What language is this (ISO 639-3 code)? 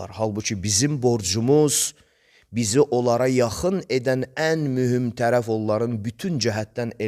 aze